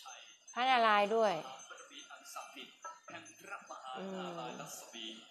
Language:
Thai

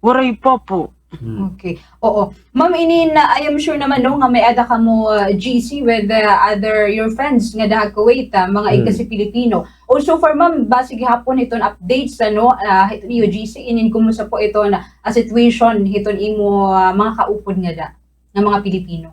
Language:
Waray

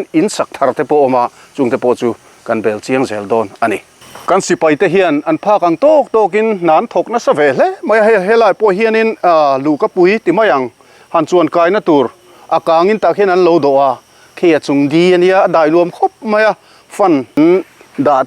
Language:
Mizo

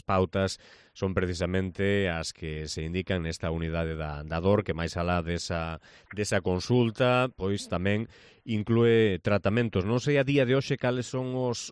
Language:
Galician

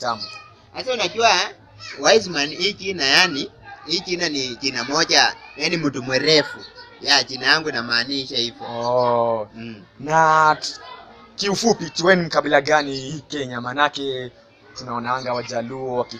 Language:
Swahili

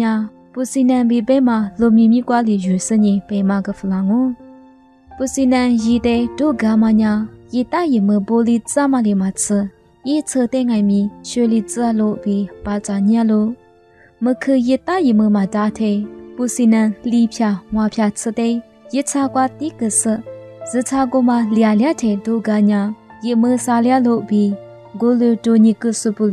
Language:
Lisu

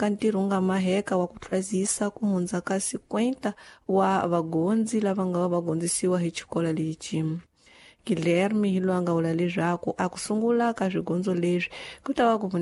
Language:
Tsonga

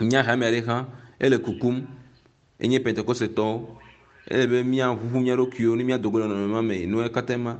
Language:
Ewe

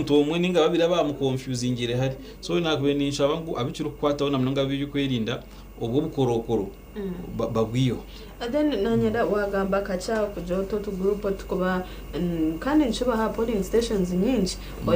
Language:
Nyankole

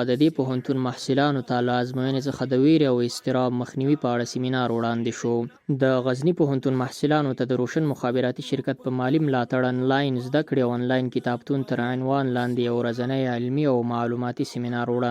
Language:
Pashto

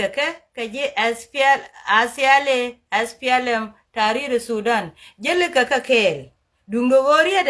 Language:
Nuer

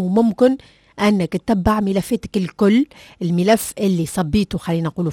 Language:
Tunisian Arabic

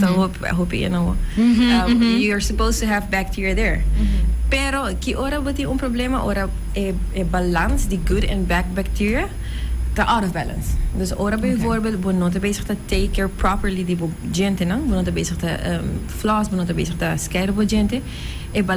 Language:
Papiamento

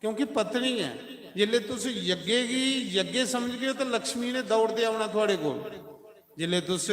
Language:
Dogri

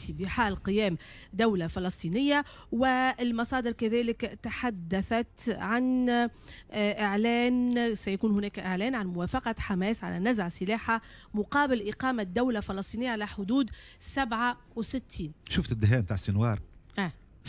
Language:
Tunisian Arabic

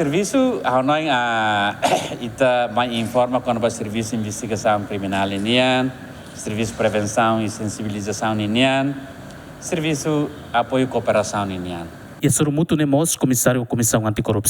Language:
Tetum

